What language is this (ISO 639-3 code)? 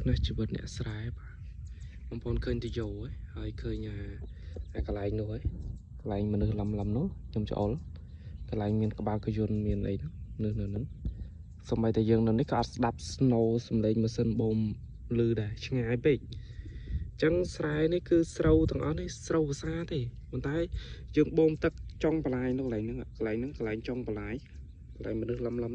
khm